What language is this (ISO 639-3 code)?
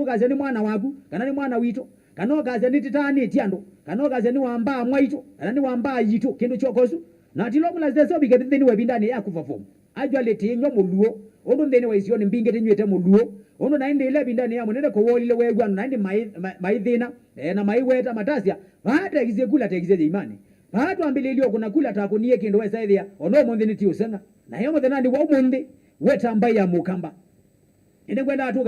kam